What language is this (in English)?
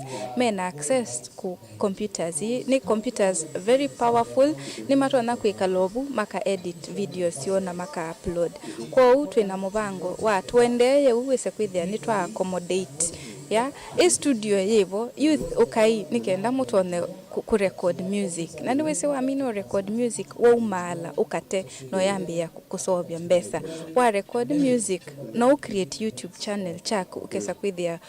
Kamba